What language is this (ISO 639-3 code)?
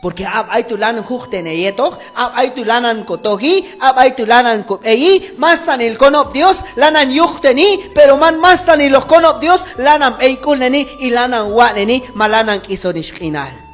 kjb